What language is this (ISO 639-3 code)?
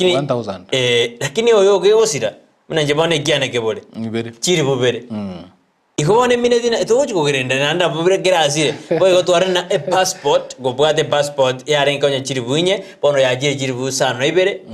guz